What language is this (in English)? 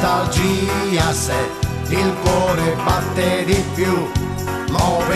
Neapolitan